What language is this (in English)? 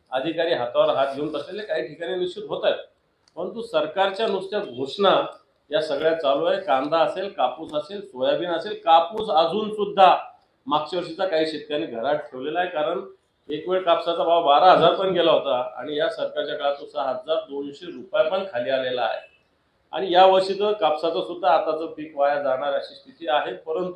Marathi